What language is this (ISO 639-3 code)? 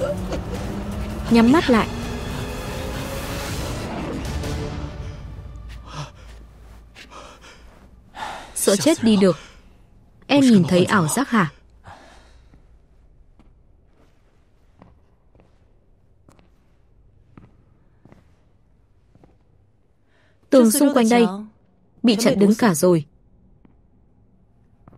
vie